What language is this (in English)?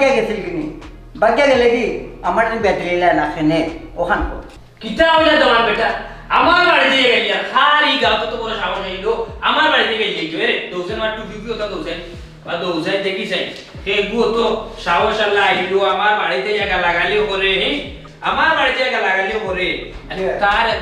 Sylheti